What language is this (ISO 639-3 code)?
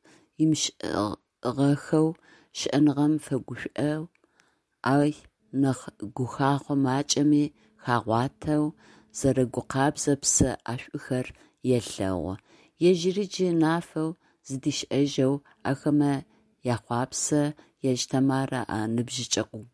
ady